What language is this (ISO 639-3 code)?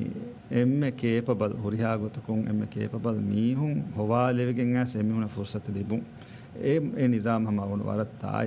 div